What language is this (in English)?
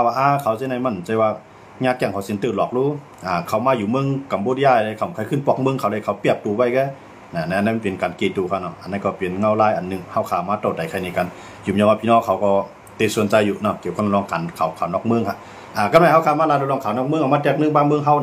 Shan